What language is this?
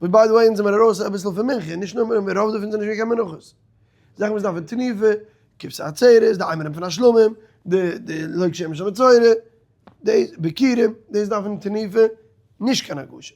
Yiddish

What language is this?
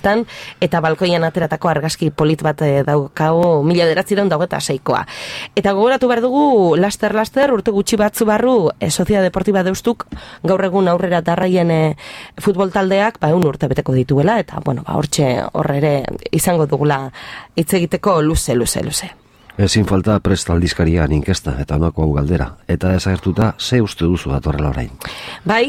Basque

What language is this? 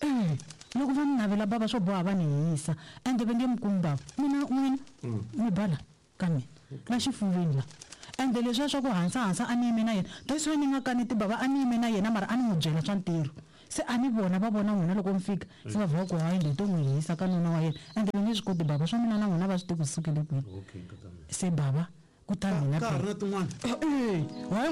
Tsonga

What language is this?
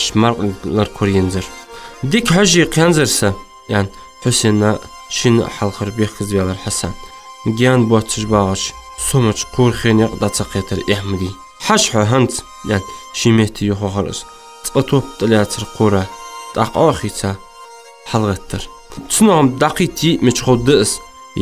Ingush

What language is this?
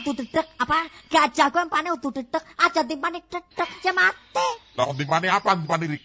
Javanese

